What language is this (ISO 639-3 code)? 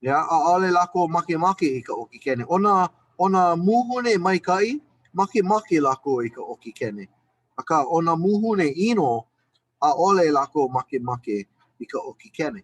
haw